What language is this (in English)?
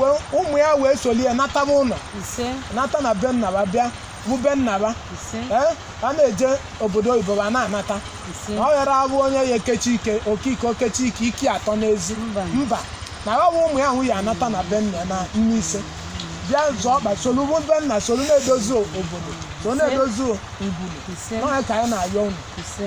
Igbo